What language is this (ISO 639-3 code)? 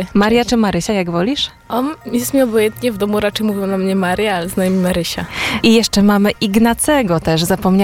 pol